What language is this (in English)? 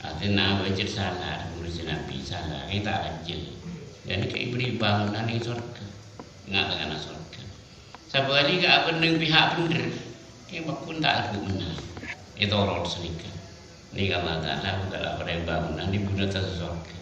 Madurese